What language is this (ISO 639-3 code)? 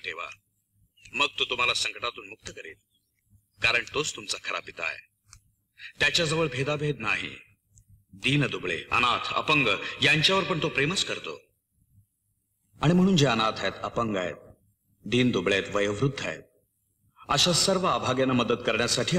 mar